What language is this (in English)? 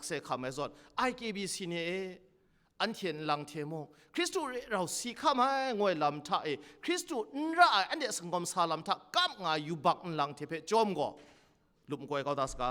Kachin